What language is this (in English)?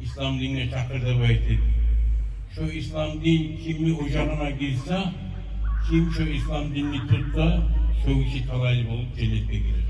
Kumyk